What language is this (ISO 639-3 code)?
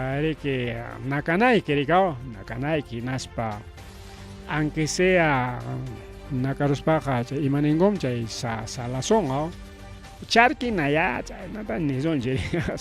quy